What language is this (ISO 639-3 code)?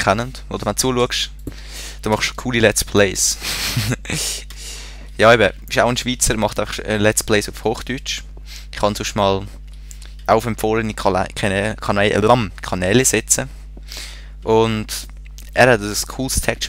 gsw